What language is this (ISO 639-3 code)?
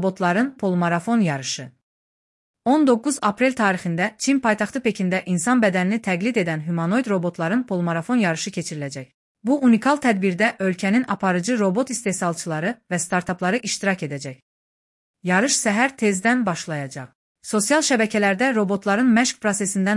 aze